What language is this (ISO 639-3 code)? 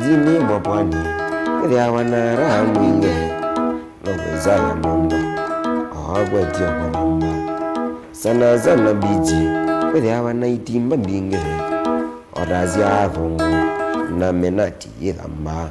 kam